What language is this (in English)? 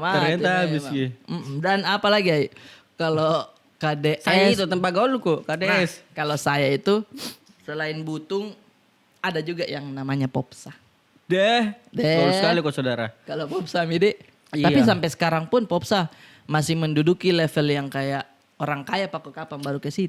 Makassar Malay